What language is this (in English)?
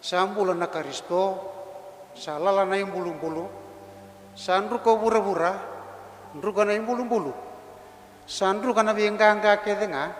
Fijian